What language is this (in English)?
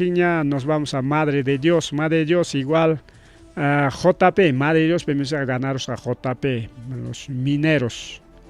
Ayacucho Quechua